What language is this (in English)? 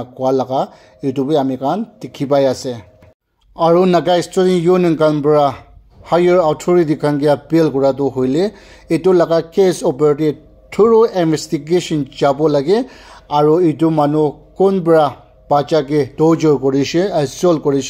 Naga Pidgin